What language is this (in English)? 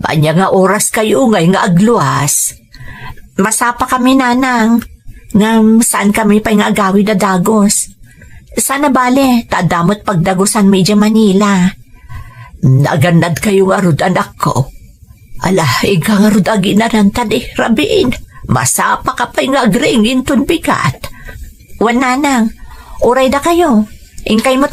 Iloko